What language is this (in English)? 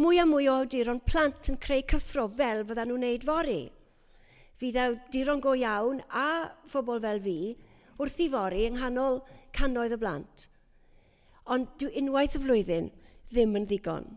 Welsh